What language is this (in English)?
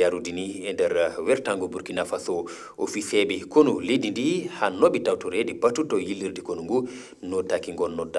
Fula